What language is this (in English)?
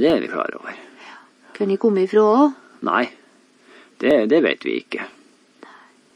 Norwegian